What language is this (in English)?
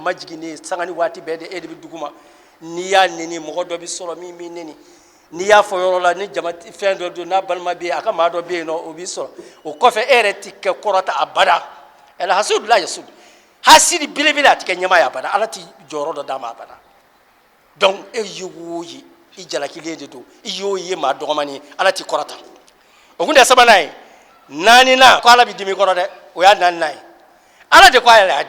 Bambara